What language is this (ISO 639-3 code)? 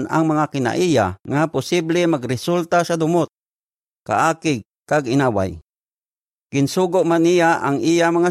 hil